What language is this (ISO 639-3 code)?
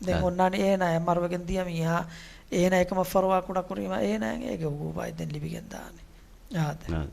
div